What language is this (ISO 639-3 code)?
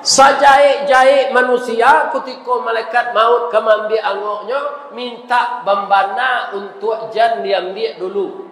min